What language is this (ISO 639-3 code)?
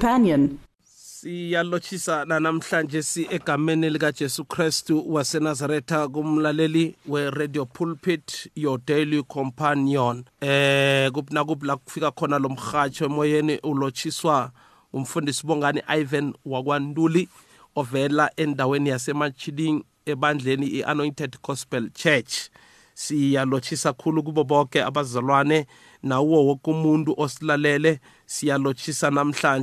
nbl